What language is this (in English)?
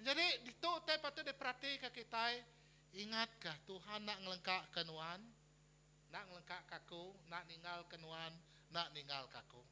Iban